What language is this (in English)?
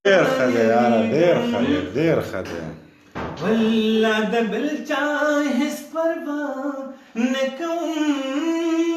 Pashto